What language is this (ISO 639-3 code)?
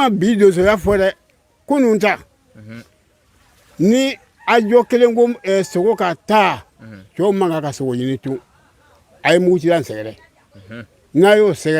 bam